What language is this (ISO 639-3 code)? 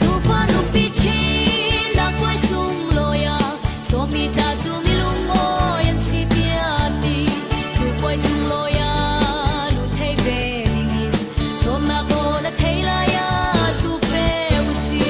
cfm